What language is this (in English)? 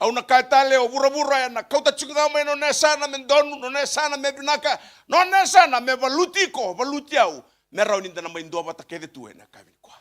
Fijian